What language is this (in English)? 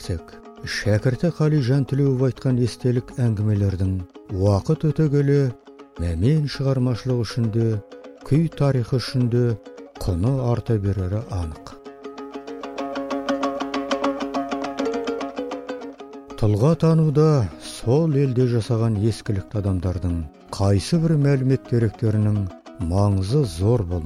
Kazakh